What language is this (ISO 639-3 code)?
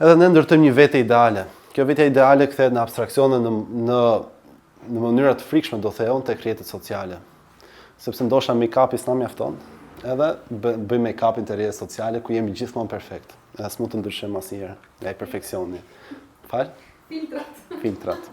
sqi